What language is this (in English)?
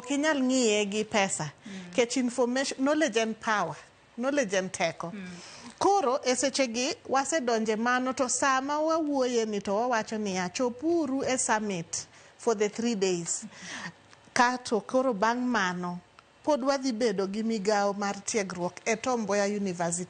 Luo (Kenya and Tanzania)